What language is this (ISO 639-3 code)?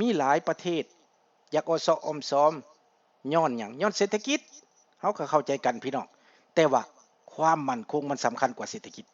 lao